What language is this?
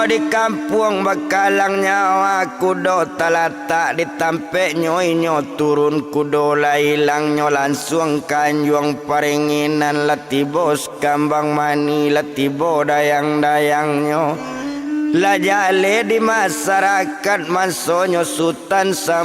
Minangkabau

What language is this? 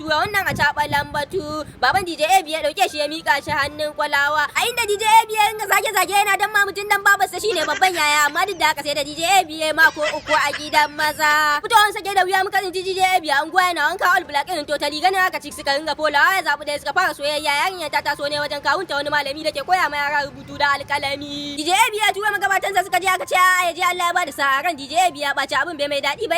Hausa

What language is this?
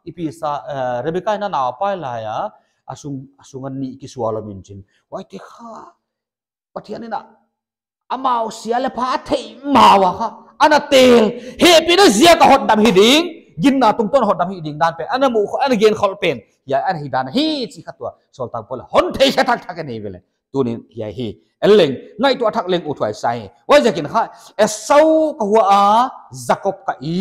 Paite Chin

